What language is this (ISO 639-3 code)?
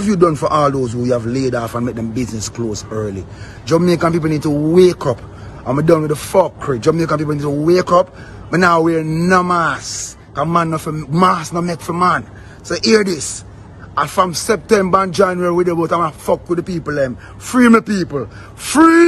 jam